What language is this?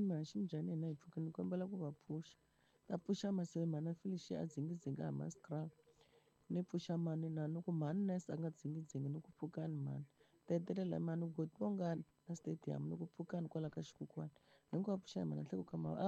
Tsonga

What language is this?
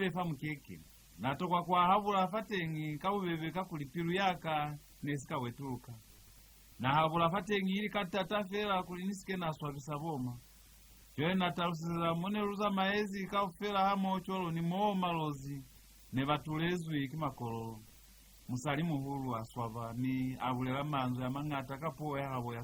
Lozi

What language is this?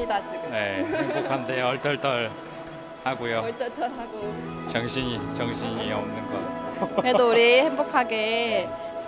Korean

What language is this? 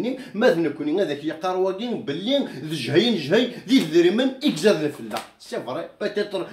Kabyle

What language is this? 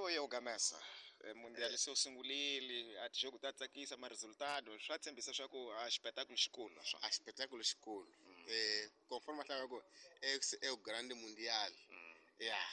Tsonga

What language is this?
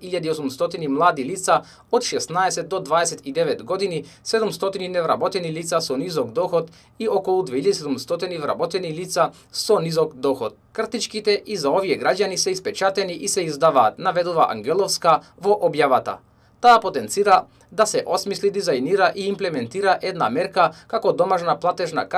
Macedonian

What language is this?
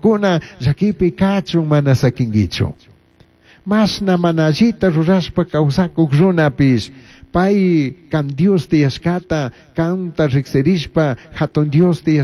Chimborazo Highland Quichua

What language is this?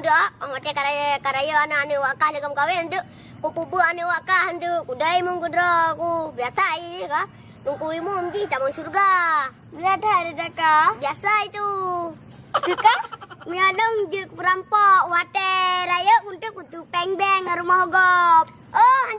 Achinese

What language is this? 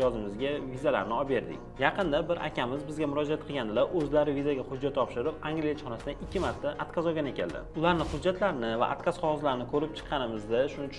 Uzbek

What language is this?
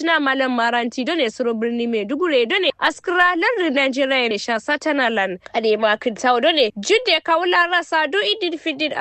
Kanuri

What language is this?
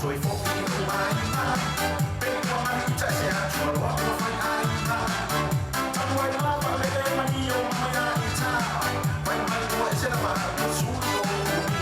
Tongan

